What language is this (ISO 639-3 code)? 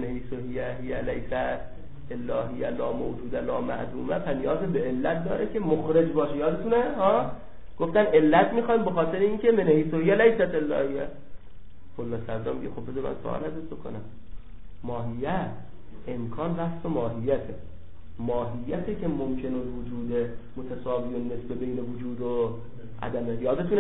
fas